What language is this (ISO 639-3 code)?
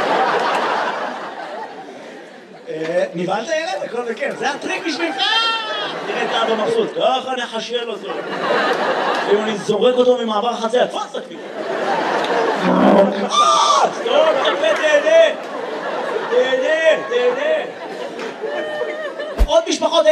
heb